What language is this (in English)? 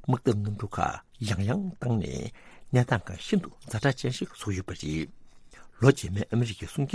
Tibetan